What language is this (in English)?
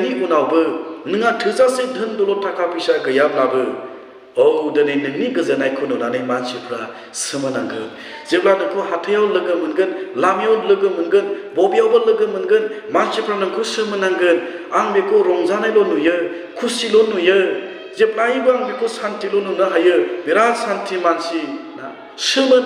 Bodo